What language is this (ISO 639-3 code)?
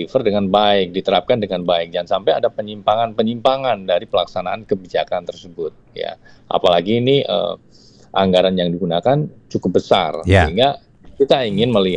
ind